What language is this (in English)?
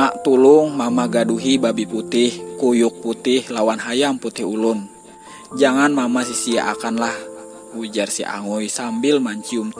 Banjar